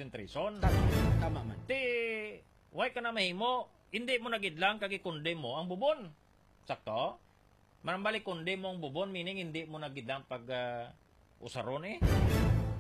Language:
Hiligaynon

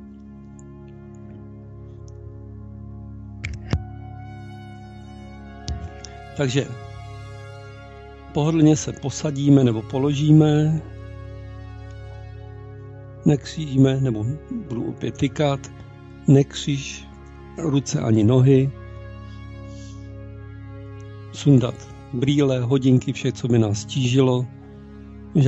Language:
Czech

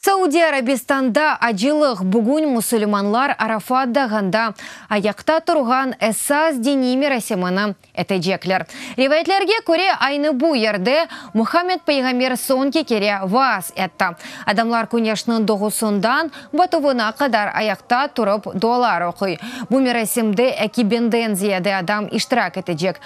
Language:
Crimean Tatar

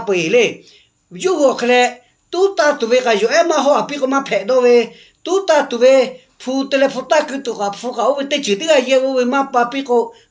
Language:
Lahu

